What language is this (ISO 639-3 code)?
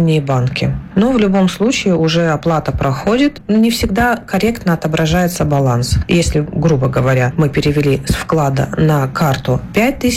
rus